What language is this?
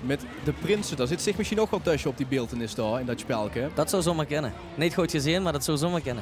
Limburgish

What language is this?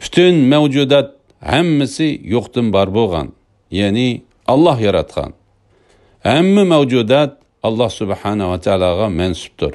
Uyghur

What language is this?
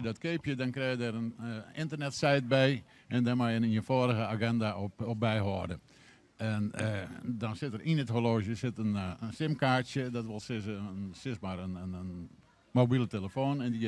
Western Frisian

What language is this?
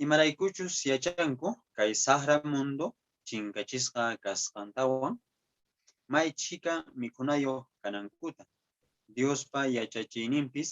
Quechua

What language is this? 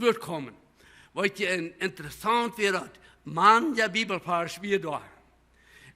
Plautdietsch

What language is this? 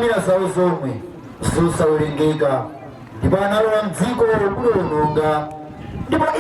Nyanja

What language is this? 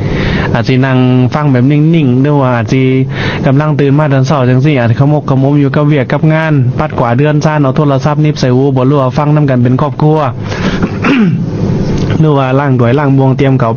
Lao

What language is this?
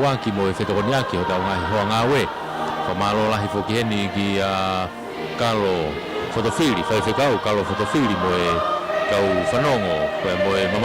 Tongan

